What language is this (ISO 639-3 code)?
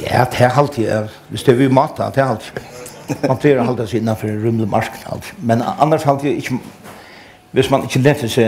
fao